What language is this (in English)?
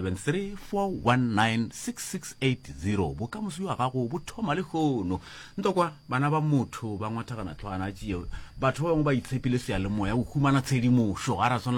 Northern Sotho